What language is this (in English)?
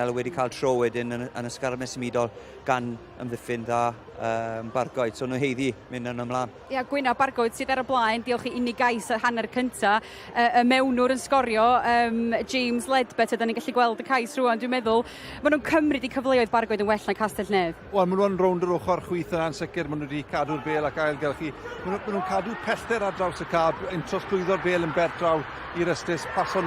Welsh